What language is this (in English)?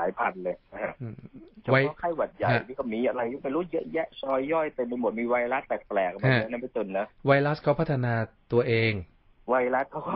Thai